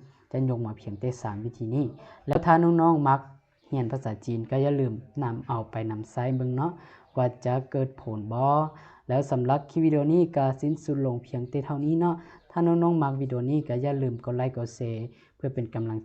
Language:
Lao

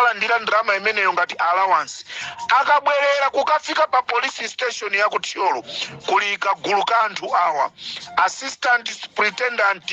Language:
Nyanja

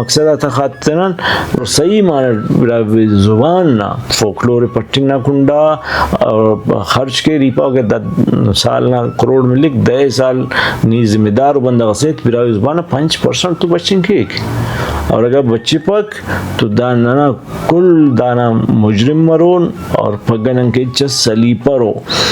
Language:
Brahui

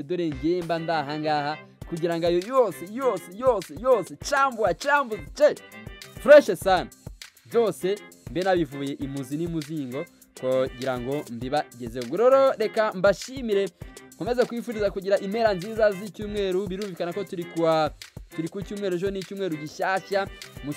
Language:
Kinyarwanda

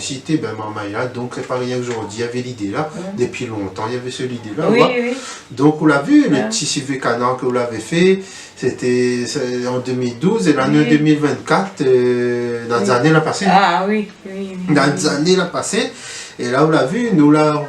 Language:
Réunion Creole French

